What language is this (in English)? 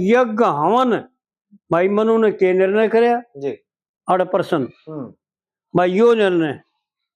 Haryanvi